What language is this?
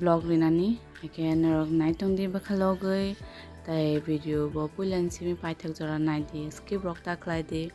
Kok Borok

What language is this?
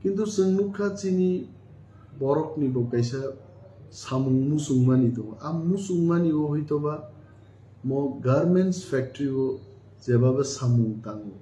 Kok Borok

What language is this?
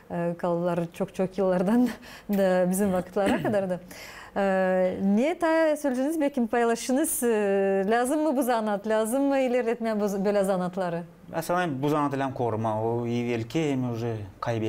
Gagauz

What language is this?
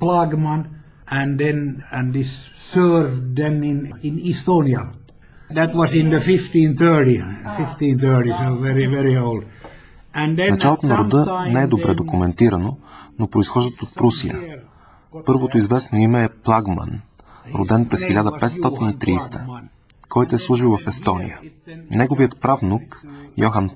Bulgarian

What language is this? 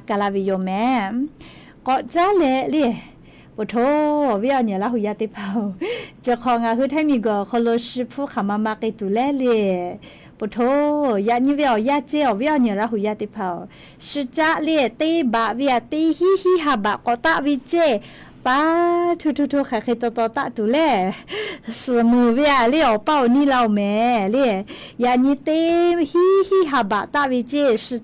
Lahu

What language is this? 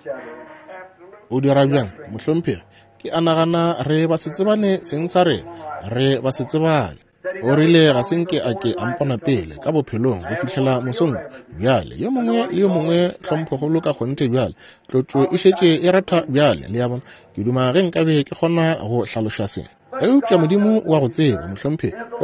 Northern Sotho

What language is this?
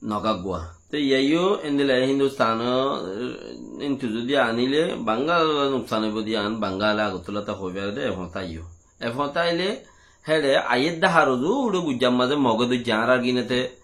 Rohingya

